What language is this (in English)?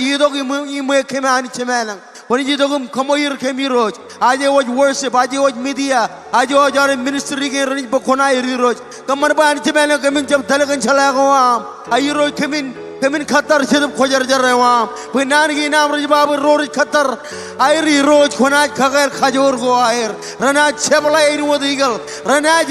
Marshallese